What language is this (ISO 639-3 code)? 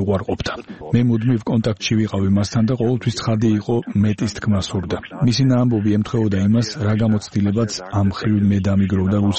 kat